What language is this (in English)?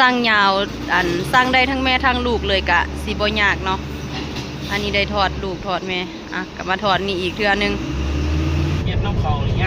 Lao